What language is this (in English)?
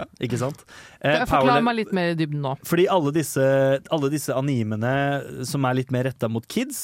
Norwegian